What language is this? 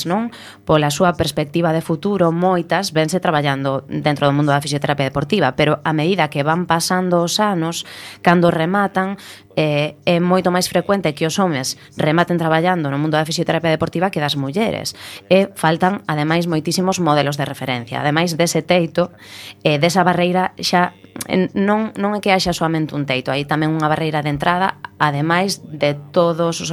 Galician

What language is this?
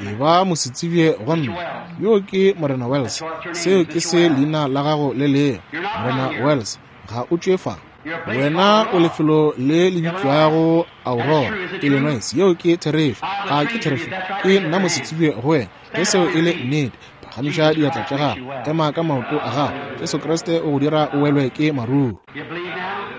Northern Sotho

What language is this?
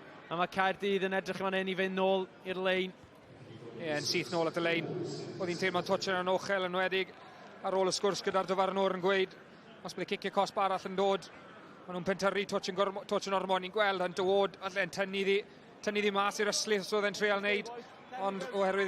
Welsh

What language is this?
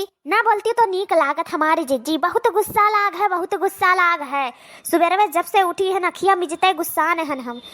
Awadhi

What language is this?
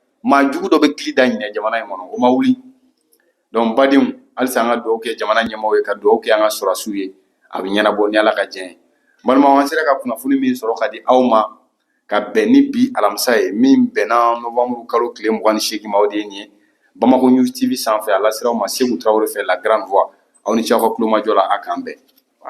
Bambara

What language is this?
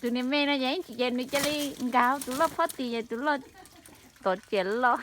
Hmong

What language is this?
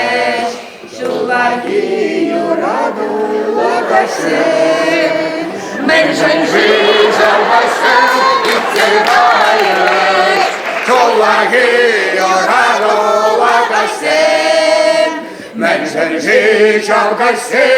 Chuvash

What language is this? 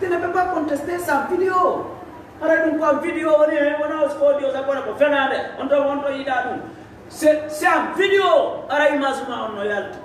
Fula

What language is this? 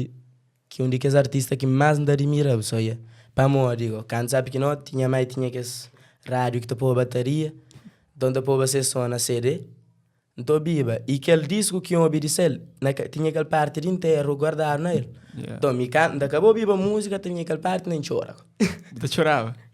Kabuverdianu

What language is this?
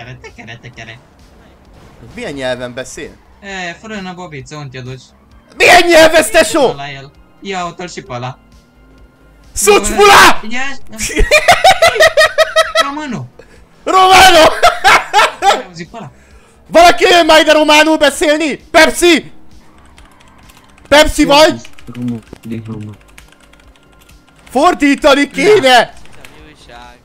Hungarian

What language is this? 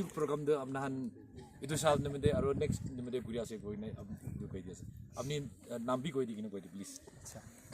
Naga Pidgin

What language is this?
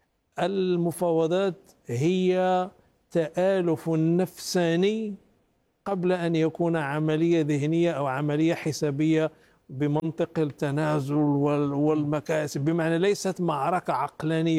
Arabic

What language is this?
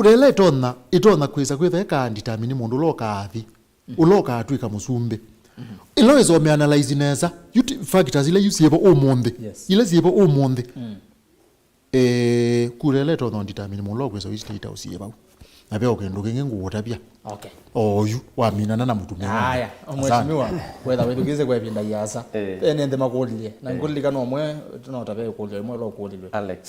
Kamba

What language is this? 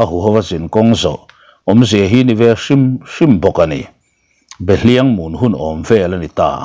Mizo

